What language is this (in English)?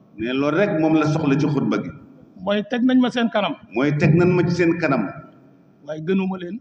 Wolof